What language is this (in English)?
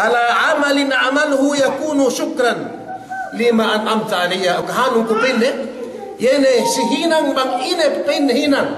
Yakan